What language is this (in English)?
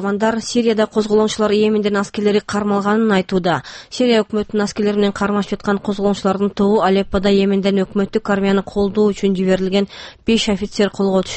Kyrgyz